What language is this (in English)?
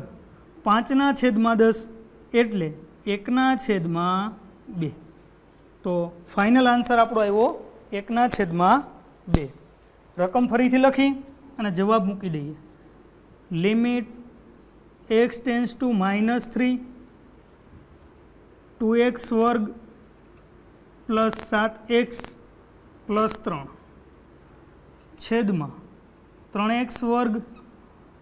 Gujarati